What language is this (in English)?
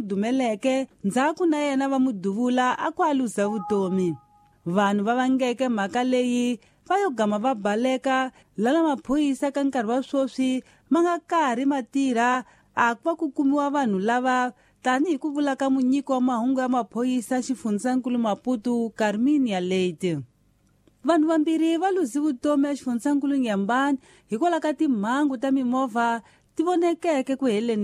Tsonga